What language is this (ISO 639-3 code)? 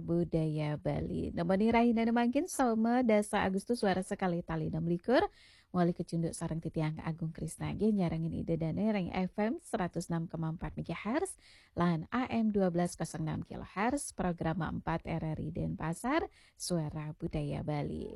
ban